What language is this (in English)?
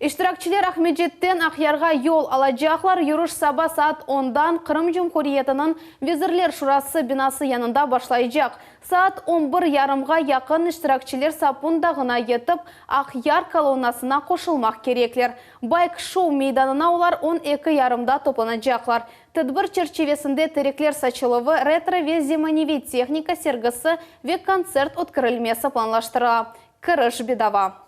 Crimean Tatar